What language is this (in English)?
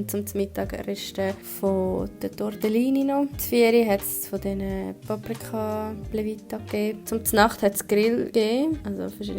Swiss German